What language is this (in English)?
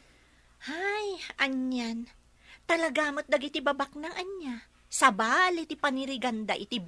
Iloko